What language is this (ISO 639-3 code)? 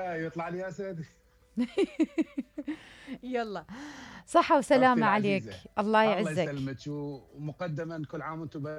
acm